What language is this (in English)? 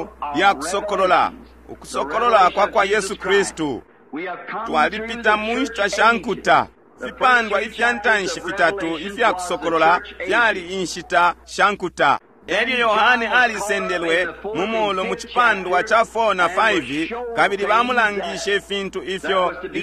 Bemba